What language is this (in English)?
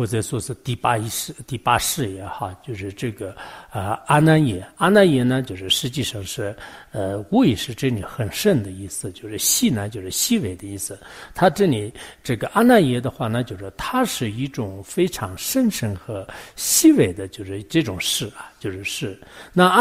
Chinese